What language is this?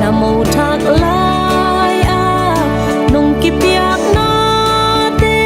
Tedim Chin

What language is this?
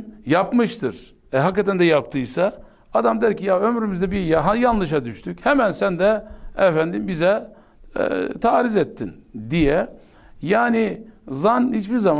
Turkish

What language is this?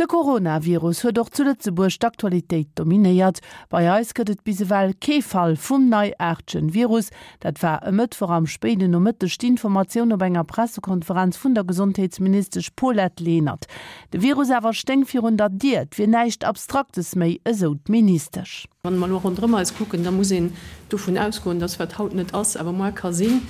Luxembourgish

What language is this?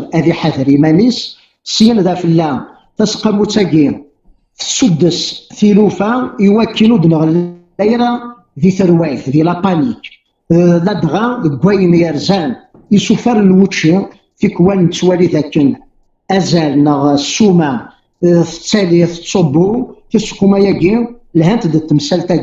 Kabyle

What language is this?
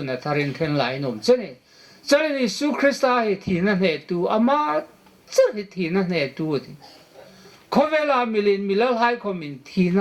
Hmar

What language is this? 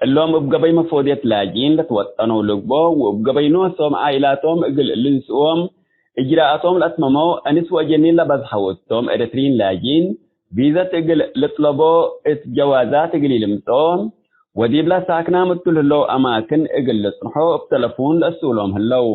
Tigre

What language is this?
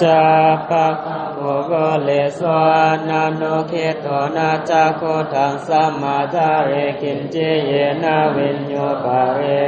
Pali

